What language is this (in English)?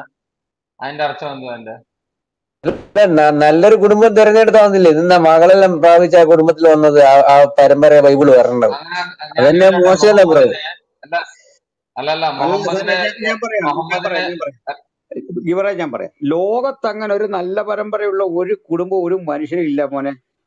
Malayalam